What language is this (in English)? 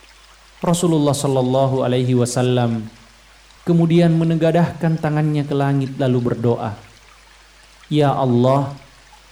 Indonesian